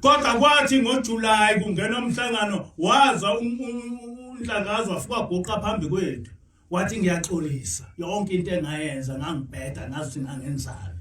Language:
Zulu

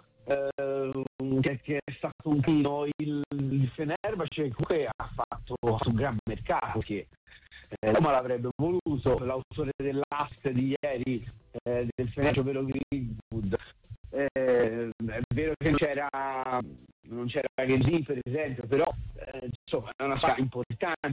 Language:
Italian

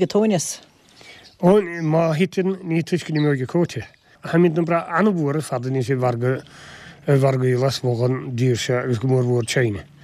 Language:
Irish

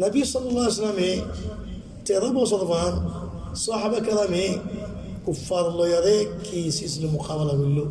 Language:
Rohingya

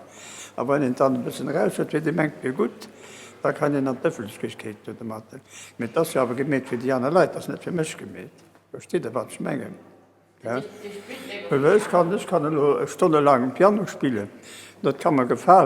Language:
Luxembourgish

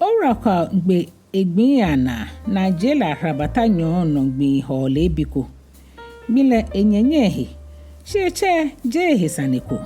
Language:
Ga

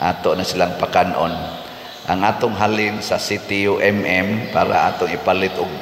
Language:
Cebuano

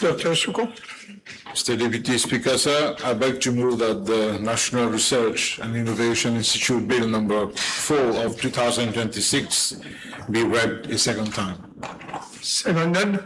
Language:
Morisyen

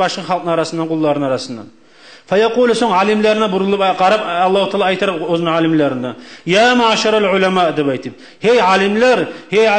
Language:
Kumyk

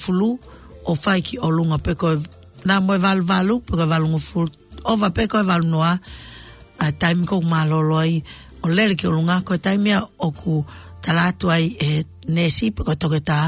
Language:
Tongan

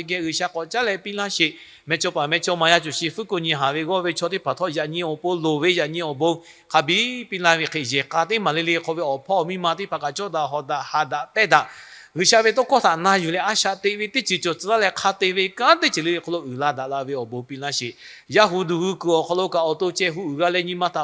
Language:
Lahu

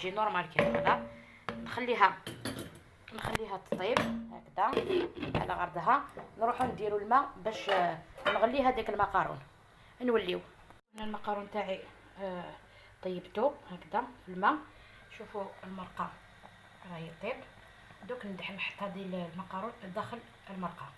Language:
Algerian Arabic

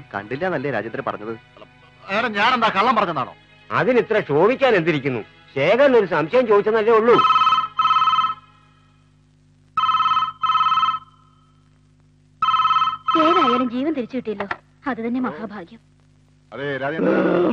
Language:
Malayalam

